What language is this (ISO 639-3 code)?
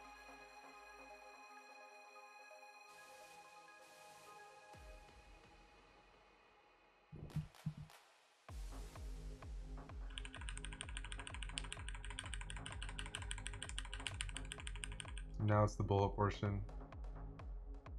eng